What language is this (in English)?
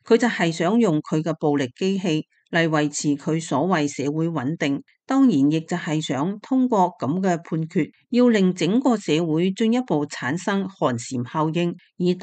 Cantonese